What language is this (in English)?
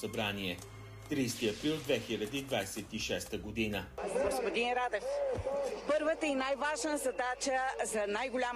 Bulgarian